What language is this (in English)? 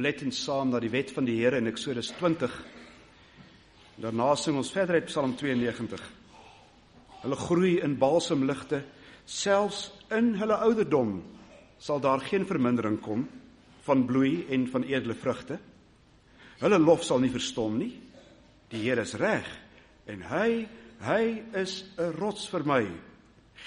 Afrikaans